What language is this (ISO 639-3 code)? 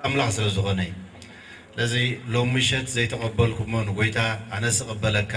tir